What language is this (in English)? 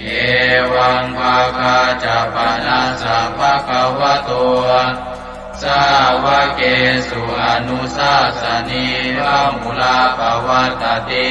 Pali